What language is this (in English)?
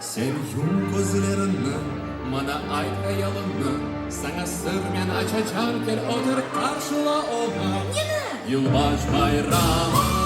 Crimean Tatar